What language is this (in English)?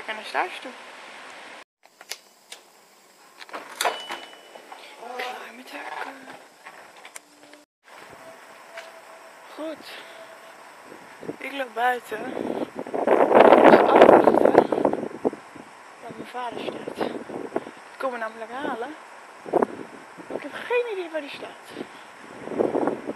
Dutch